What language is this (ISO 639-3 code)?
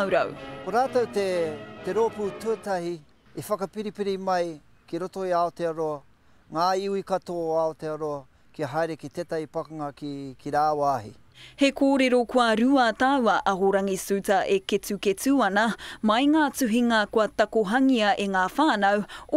mri